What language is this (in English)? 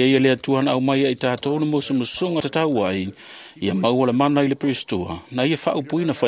Samoan